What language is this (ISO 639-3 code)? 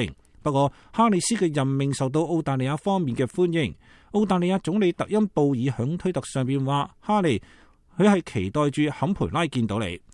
yue